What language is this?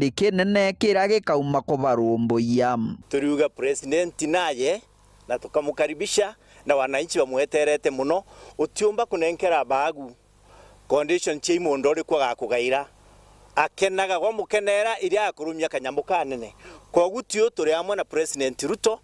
Meru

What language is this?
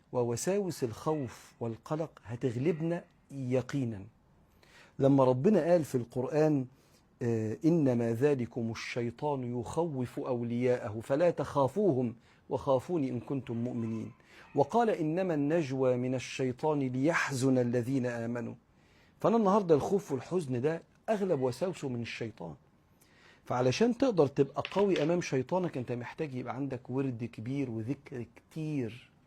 Egyptian Arabic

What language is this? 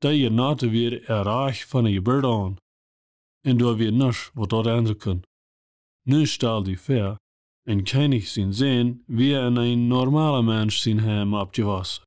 Plautdietsch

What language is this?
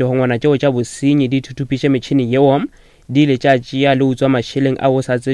Northern Sotho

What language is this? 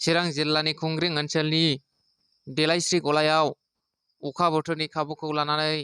Bodo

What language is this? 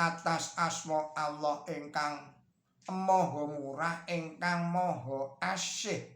Javanese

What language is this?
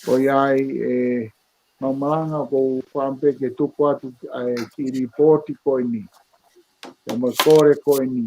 Tongan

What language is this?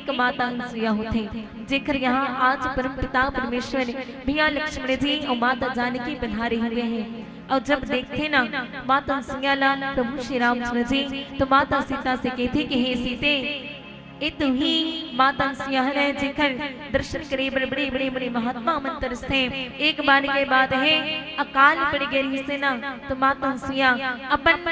Chhattisgarhi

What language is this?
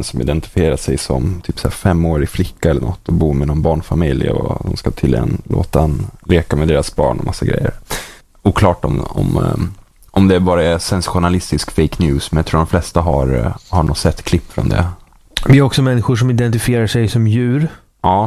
Swedish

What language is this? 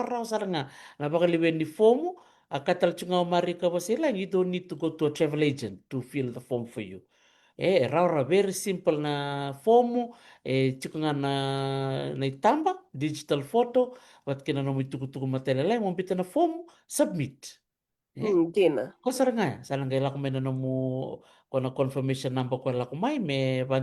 Fijian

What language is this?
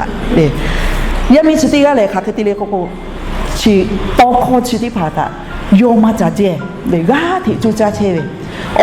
Lahu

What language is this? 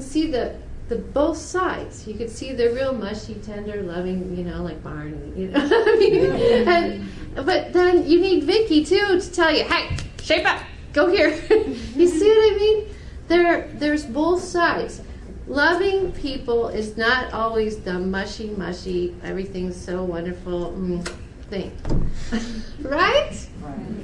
English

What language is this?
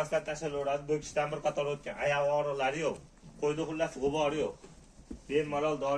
Uzbek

